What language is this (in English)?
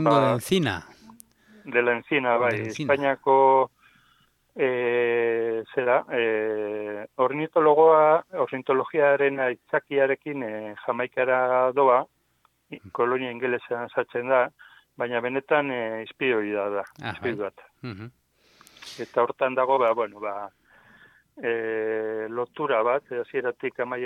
Basque